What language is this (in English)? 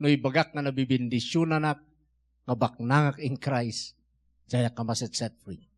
Iloko